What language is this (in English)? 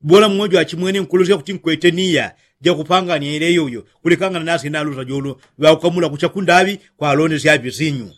Yao